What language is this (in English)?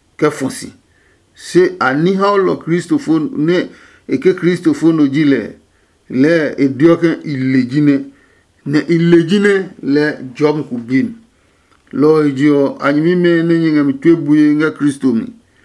Adangme